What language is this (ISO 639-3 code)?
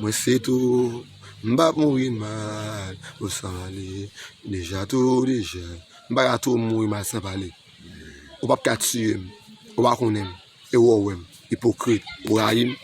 hat